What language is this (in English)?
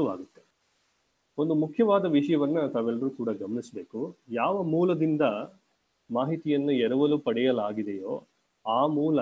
Kannada